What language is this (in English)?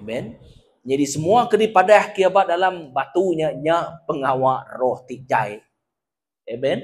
Iban